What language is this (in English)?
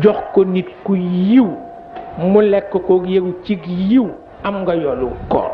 Wolof